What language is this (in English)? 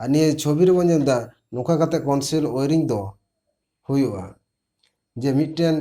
Santali